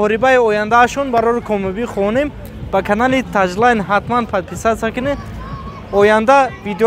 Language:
Tajik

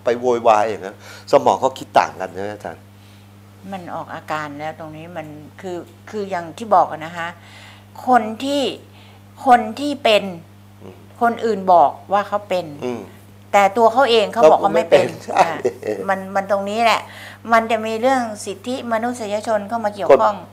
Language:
Thai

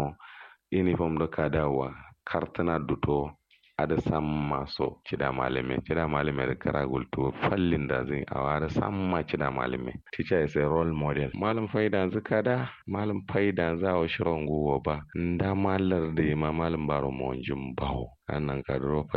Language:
Kanuri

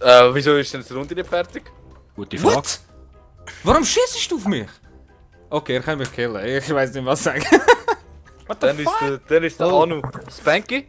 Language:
Swiss German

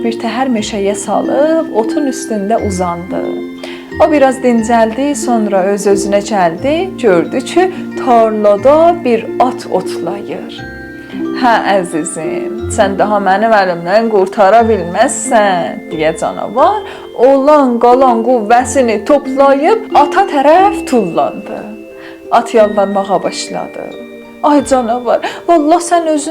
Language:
South Azerbaijani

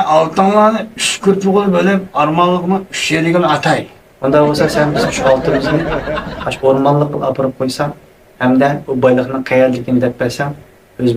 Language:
Uyghur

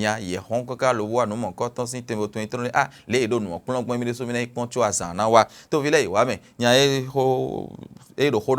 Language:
Fon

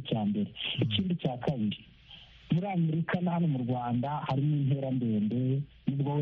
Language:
Kinyarwanda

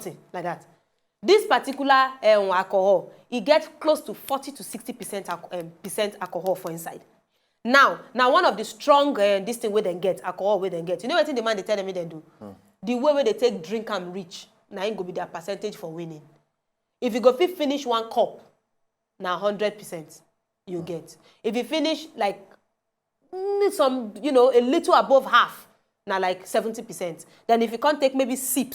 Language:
Nigerian Pidgin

